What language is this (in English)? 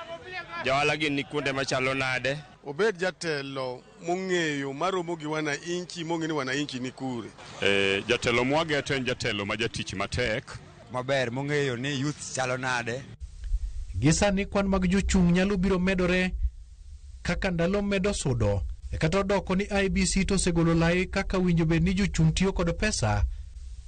Luo (Kenya and Tanzania)